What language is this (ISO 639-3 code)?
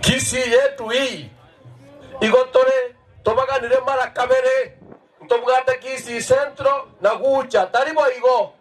guz